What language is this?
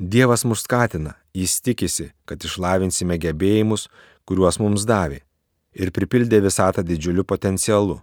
Lithuanian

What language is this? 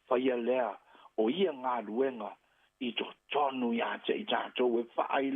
Samoan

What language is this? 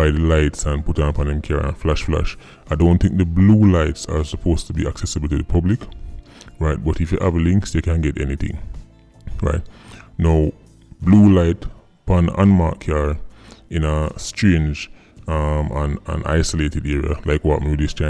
Jamaican Creole English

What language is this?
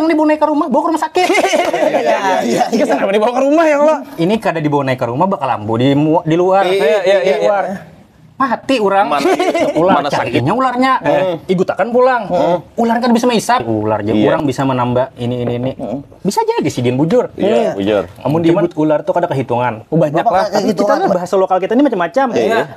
Banjar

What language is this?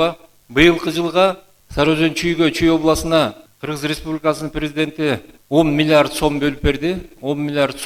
Kyrgyz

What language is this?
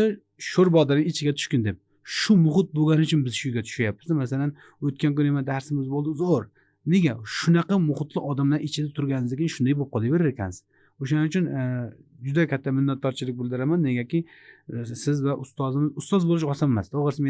Uzbek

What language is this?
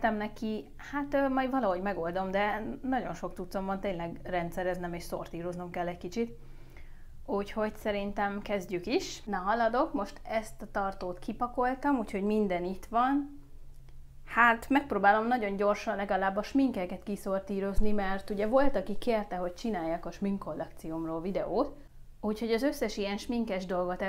Hungarian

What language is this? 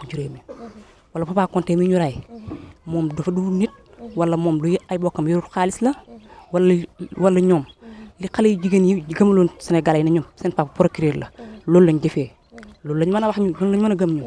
Wolof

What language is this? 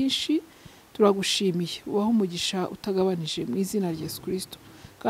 Kinyarwanda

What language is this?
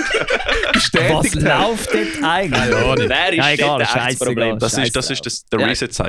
Swiss German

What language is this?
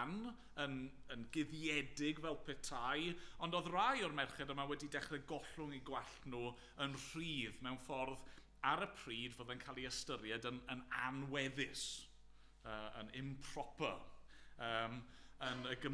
Welsh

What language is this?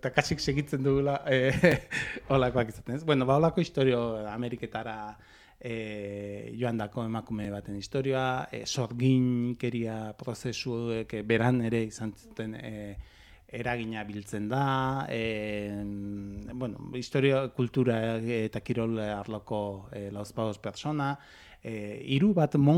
Basque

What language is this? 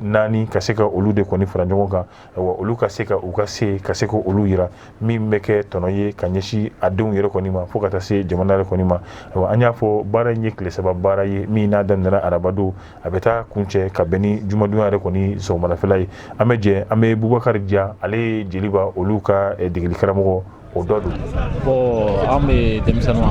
Bambara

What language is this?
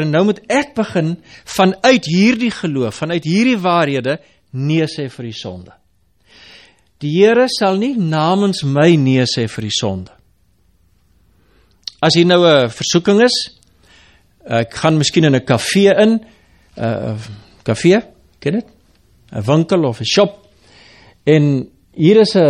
Afrikaans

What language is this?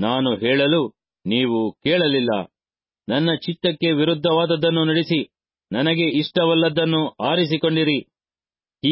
Kannada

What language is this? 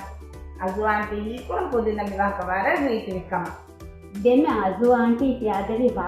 Divehi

